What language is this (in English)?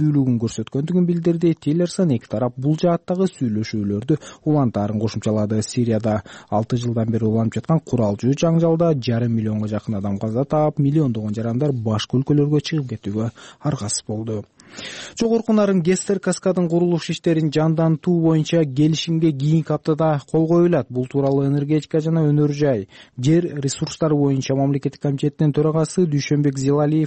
Kyrgyz